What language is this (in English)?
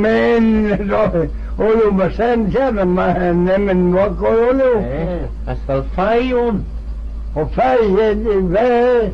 Manx